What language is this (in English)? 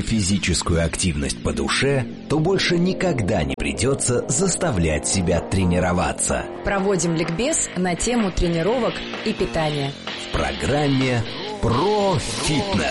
Russian